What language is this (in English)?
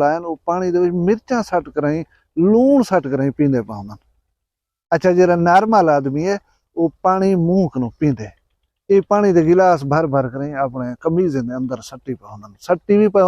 Saraiki